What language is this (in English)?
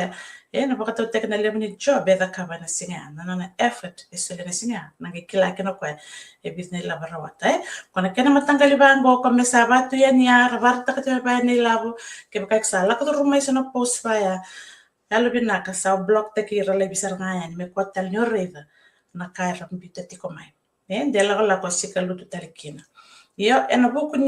Fijian